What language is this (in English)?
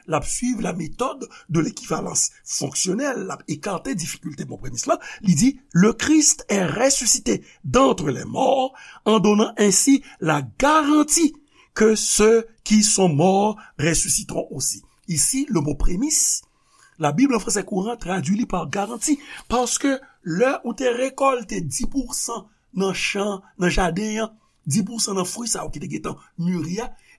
Haitian Creole